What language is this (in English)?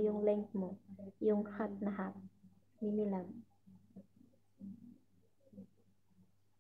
Filipino